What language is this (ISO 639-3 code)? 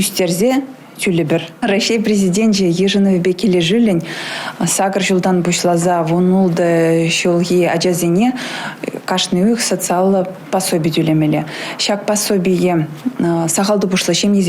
chv